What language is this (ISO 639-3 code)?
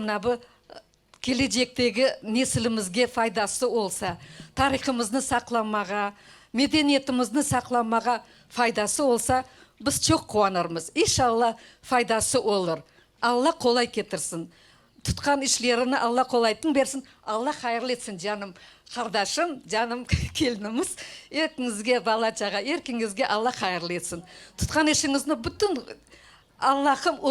crh